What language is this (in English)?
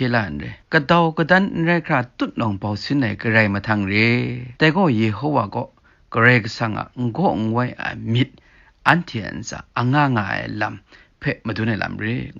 Kachin